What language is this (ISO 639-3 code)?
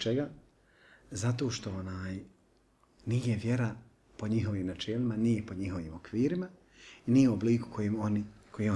bos